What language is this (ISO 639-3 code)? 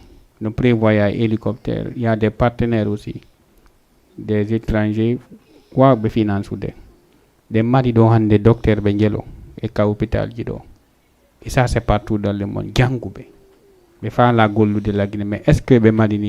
ful